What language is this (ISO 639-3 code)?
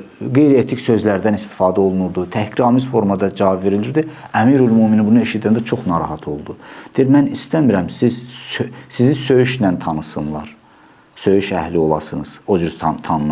aze